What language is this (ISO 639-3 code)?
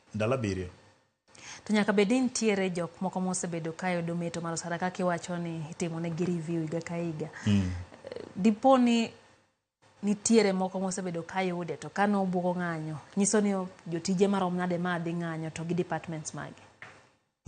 luo